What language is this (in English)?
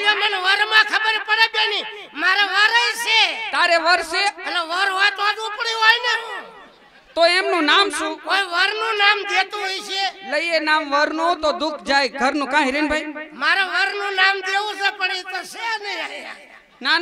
Gujarati